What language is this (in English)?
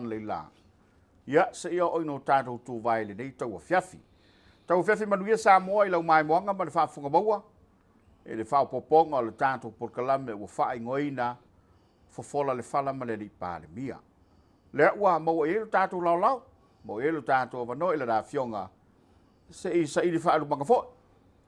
Samoan